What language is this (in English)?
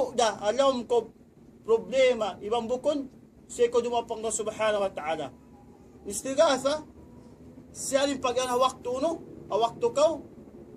Tausug